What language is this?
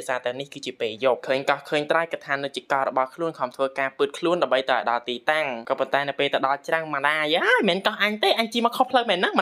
Khmer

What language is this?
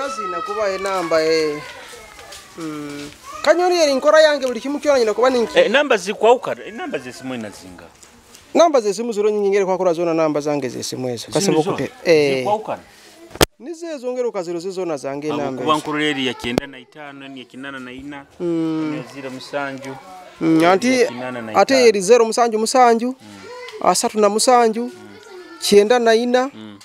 Nyoro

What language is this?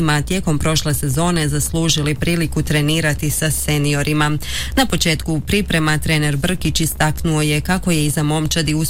Croatian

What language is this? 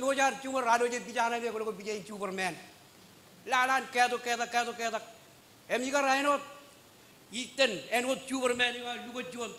Marshallese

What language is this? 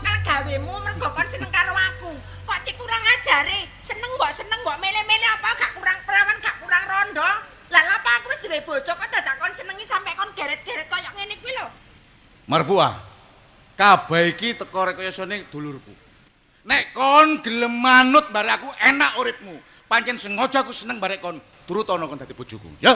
Javanese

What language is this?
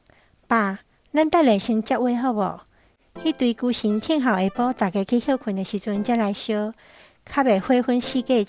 Min Nan Chinese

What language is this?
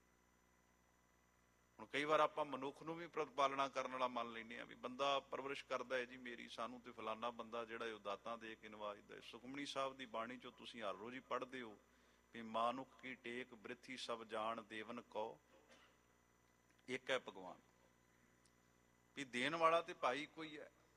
Punjabi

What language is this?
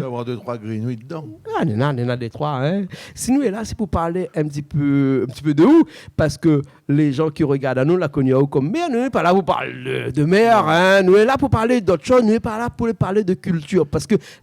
Réunion Creole French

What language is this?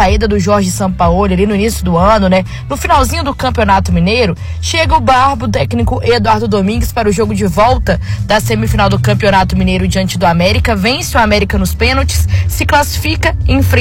Portuguese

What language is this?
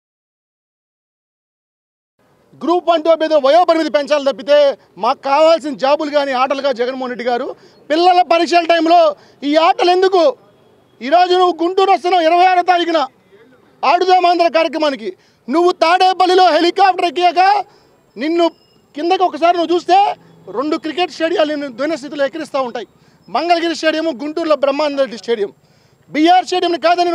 Telugu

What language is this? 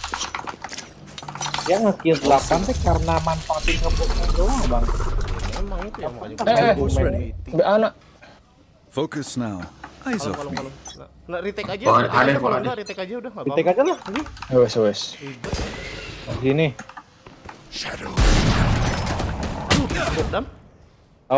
Indonesian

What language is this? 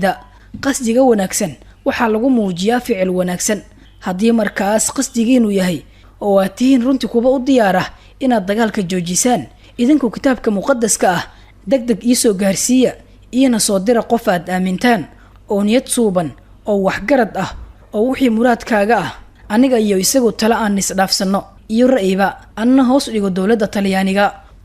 Somali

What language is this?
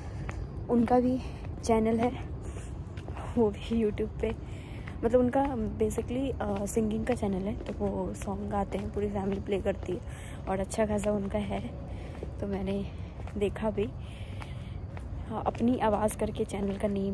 Hindi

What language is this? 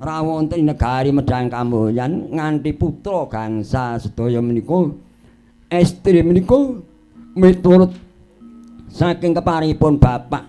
Javanese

